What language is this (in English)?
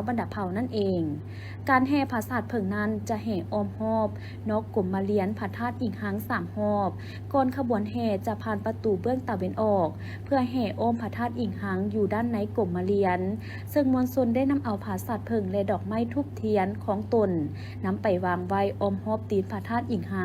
Lao